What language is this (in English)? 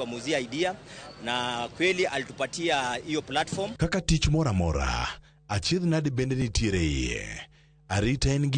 Luo (Kenya and Tanzania)